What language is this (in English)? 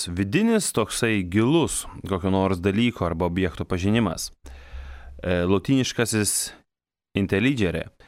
Lithuanian